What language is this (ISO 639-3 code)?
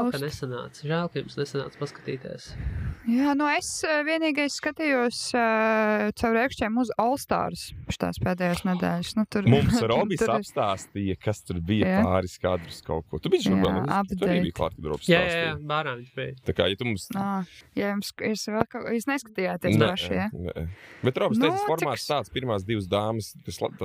lav